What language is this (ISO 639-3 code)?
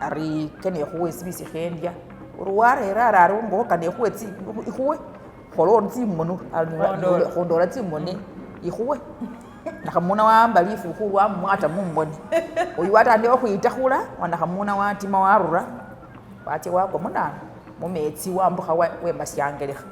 myx